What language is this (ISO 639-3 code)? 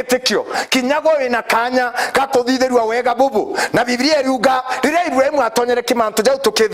mer